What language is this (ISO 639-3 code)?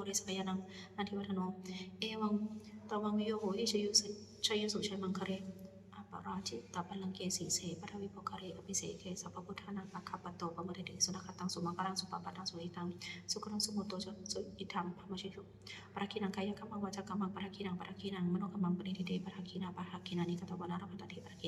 pli